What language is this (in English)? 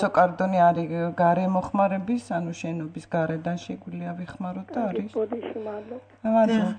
Georgian